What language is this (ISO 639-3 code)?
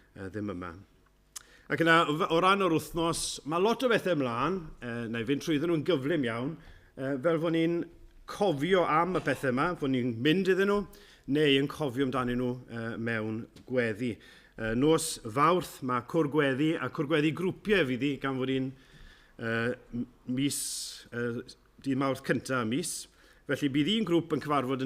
cym